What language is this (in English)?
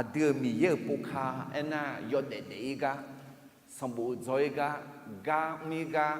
Akha